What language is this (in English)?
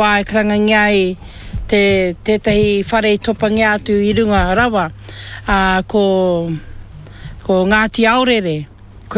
Māori